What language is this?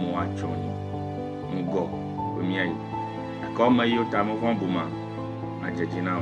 Ewe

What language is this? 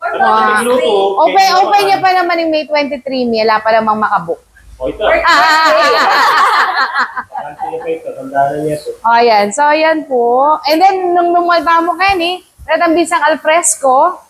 Pampanga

